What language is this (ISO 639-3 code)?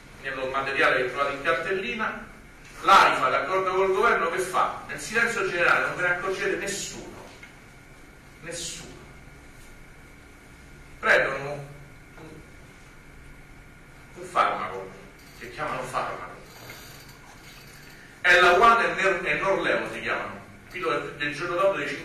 ita